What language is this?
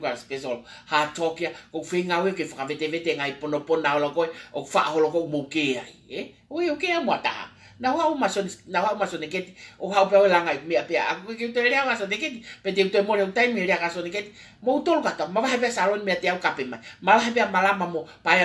Tongan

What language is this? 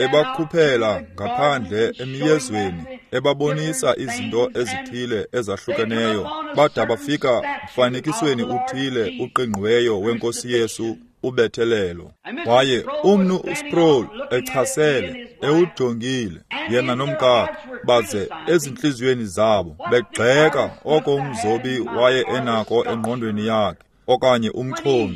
Xhosa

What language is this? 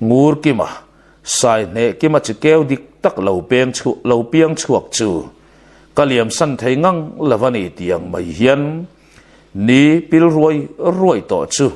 Mizo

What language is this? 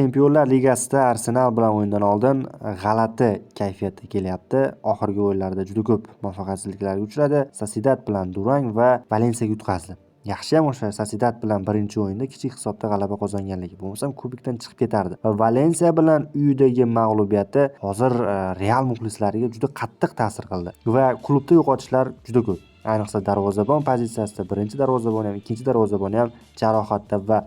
Uzbek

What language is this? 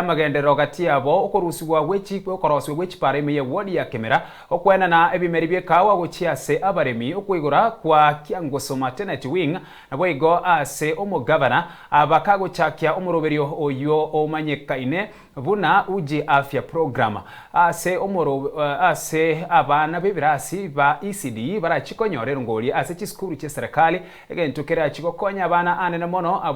Gusii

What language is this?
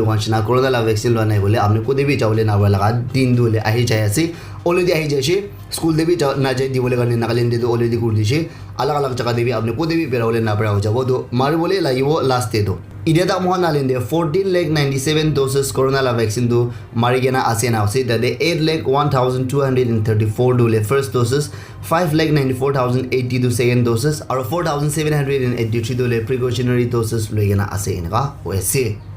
Naga Pidgin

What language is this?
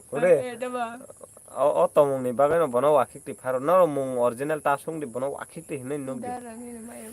Kok Borok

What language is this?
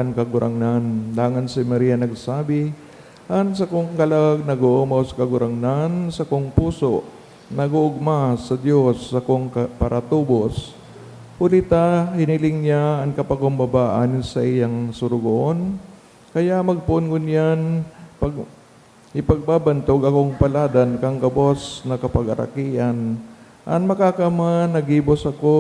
Bikol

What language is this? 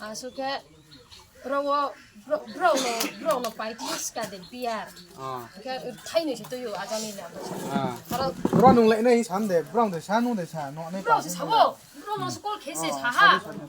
Kok Borok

